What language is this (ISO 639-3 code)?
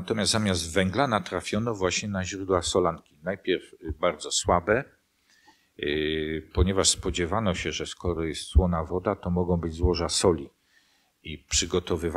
pol